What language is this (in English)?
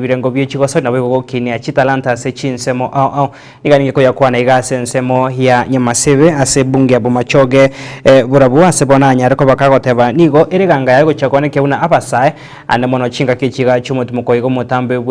Gusii